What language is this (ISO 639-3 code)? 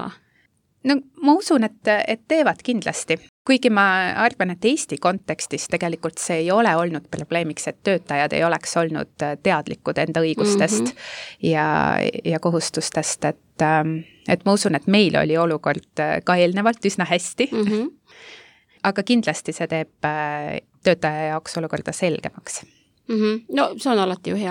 est